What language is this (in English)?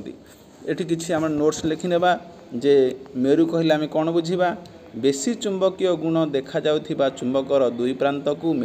Odia